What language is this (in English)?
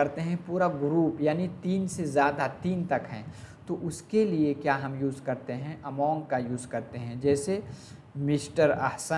Hindi